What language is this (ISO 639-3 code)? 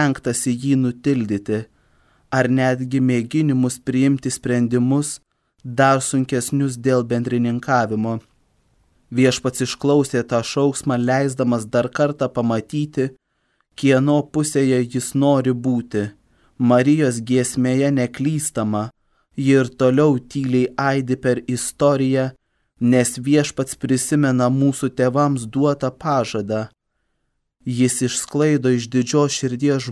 lit